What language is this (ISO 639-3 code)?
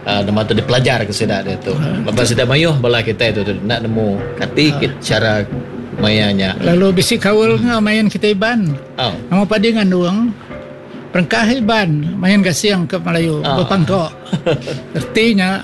iba